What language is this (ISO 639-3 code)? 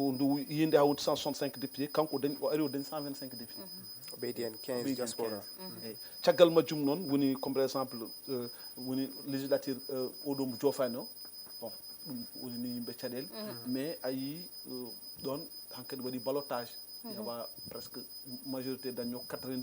ful